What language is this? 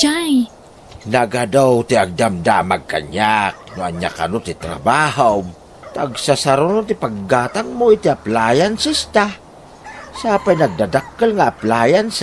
Iloko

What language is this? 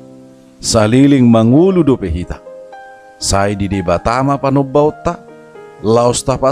Batak Toba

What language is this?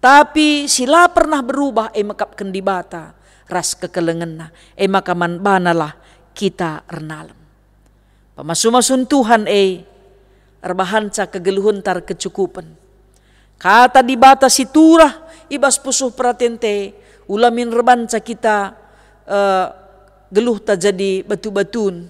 Batak Karo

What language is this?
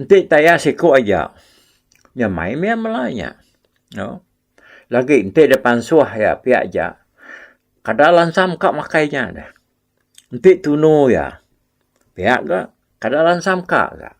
Iban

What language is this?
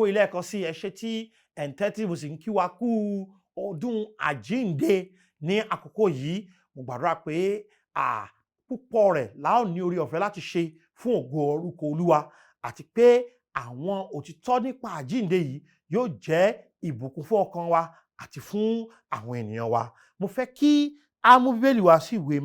Yoruba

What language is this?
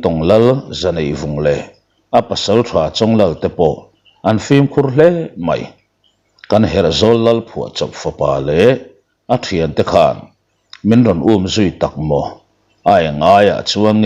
Mizo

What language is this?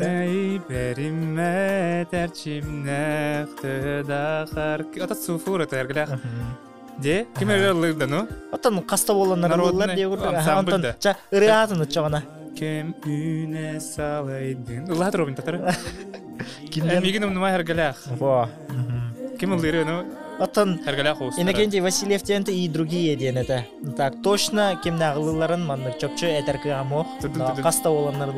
Yakut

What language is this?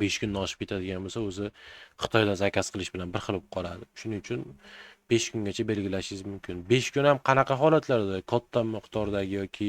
Uzbek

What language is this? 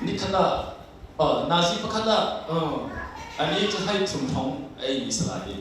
Hakha Chin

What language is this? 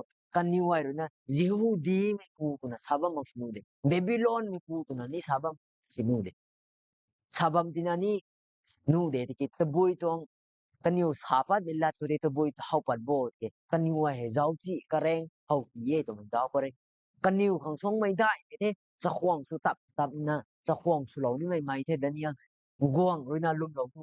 Rongmei Naga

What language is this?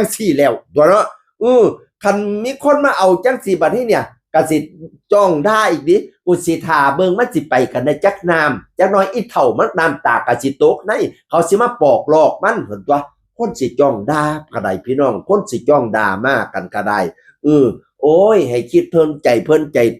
Northeastern Thai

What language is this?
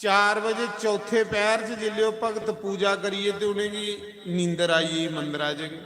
Dogri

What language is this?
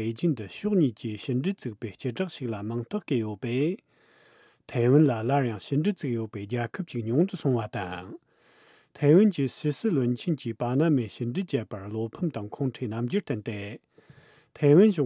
Tibetan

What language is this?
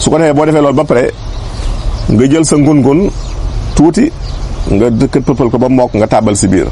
Wolof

